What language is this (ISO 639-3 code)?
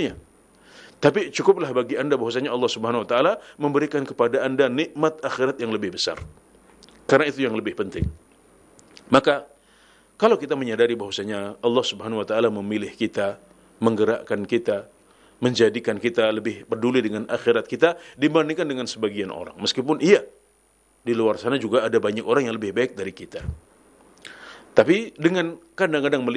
ind